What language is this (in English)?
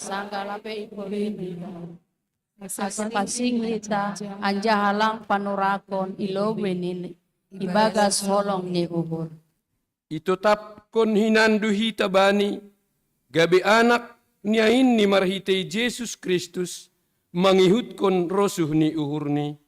Batak Simalungun